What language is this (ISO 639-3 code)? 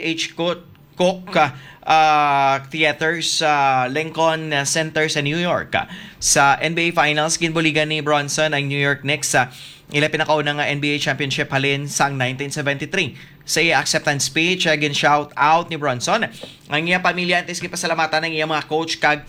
hil